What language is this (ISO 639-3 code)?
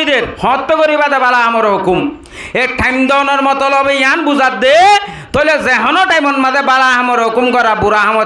rhg